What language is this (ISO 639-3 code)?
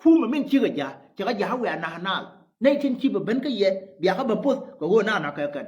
nus